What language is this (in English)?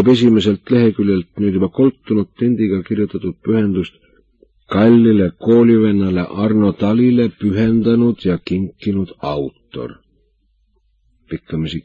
Estonian